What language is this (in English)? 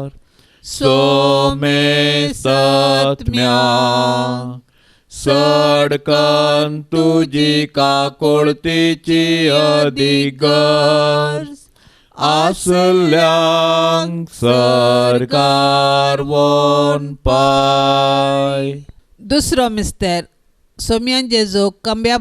Konkani